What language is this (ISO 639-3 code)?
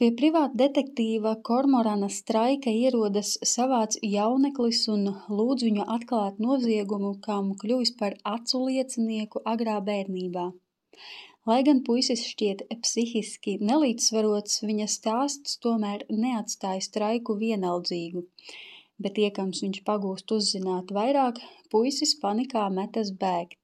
lav